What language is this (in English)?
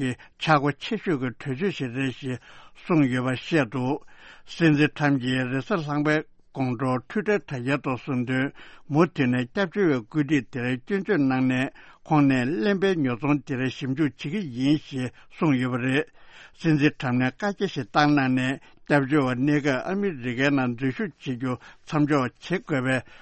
Tibetan